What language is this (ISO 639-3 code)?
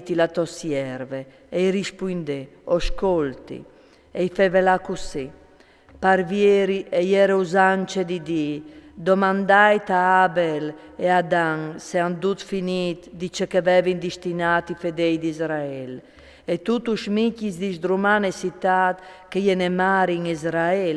fur